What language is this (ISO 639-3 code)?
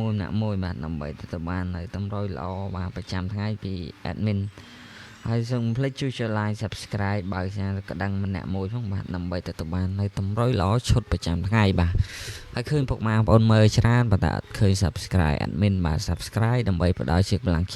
khm